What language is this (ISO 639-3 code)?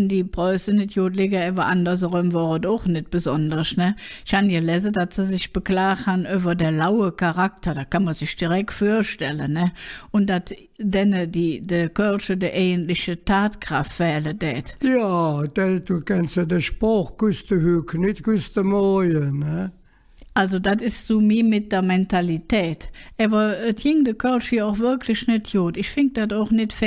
ksh